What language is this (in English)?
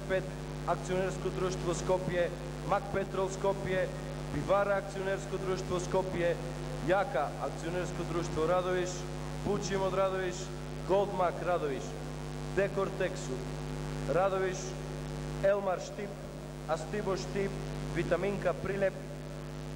Macedonian